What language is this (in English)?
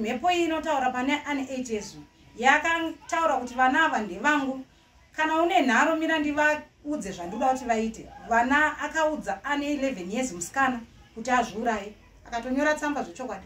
Shona